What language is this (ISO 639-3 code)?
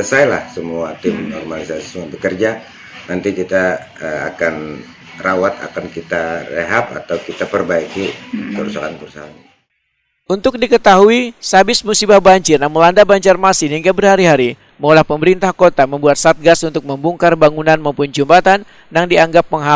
bjn